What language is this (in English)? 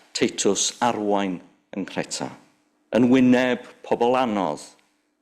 Welsh